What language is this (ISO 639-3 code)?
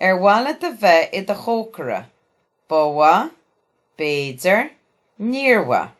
gle